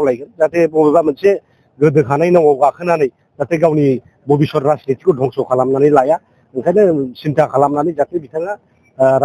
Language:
Bodo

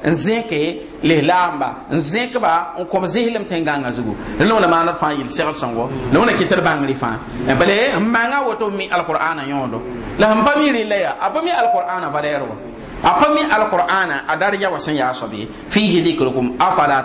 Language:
Mossi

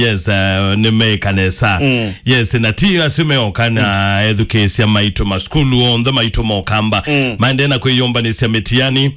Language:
Kamba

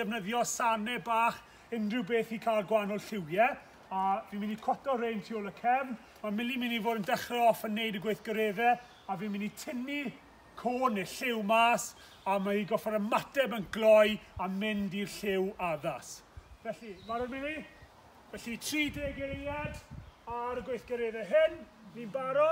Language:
Welsh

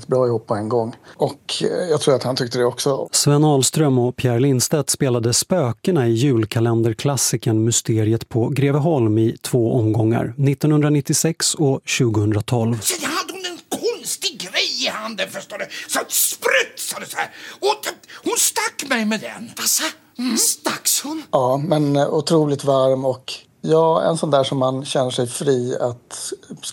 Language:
Swedish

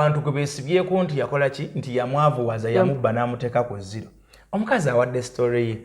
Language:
Ganda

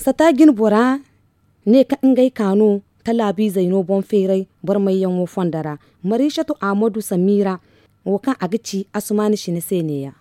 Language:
Zarma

